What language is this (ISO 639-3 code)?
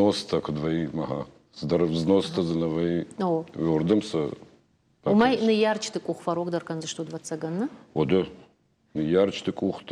oss